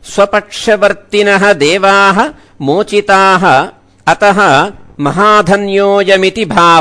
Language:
Sanskrit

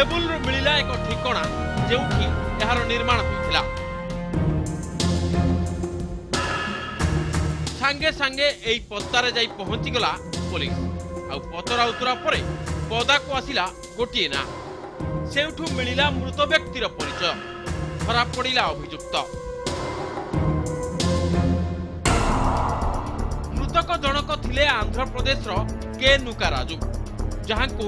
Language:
Odia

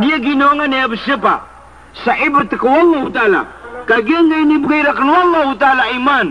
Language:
Maranao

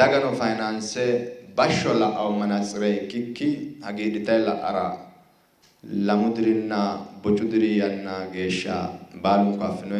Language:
Sidamo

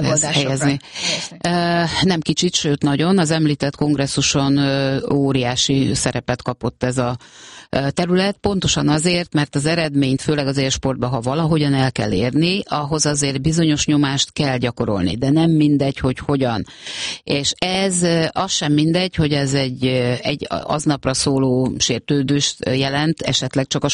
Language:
Hungarian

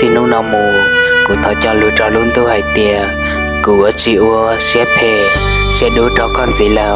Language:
Hmong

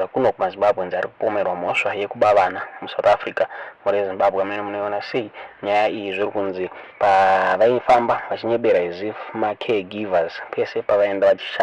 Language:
Shona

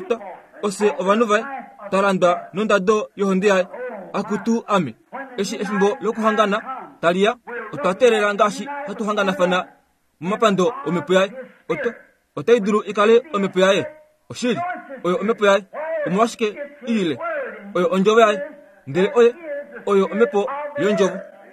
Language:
Kuanyama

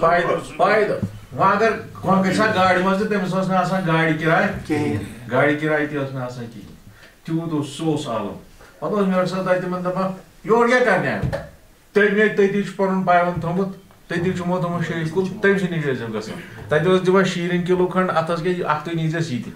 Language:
Kashmiri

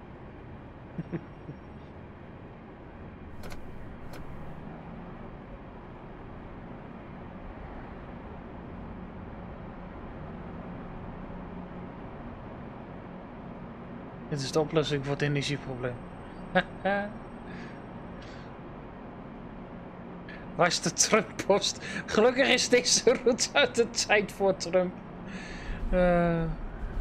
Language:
Dutch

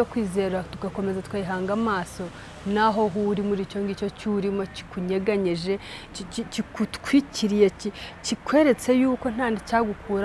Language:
Kinyarwanda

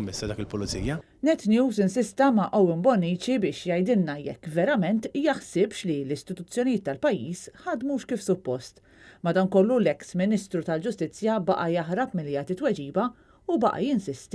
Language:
Maltese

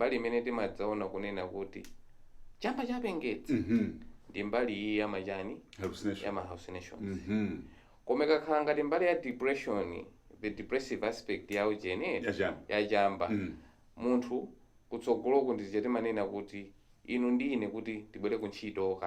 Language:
Nyanja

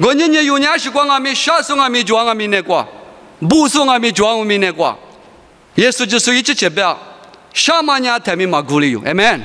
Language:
Lisu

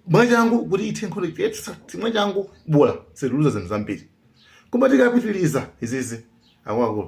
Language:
Nyanja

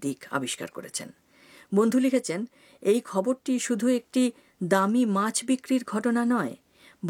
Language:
Bangla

